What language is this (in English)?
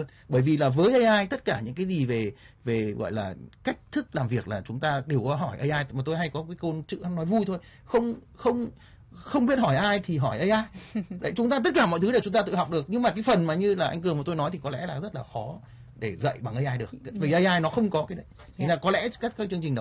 Vietnamese